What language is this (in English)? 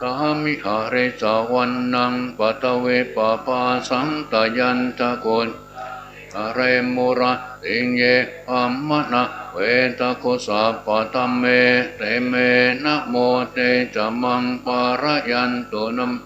Pali